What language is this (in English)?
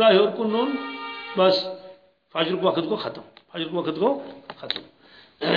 Kashmiri